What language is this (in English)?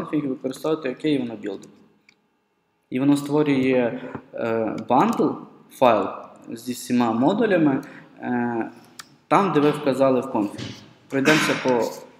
Ukrainian